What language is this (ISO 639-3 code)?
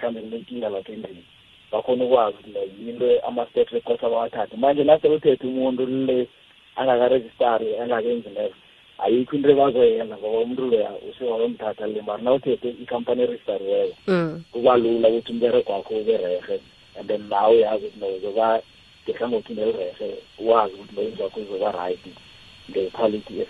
nbl